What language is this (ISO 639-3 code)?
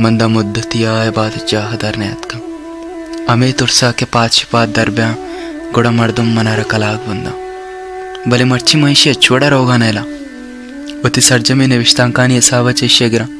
bal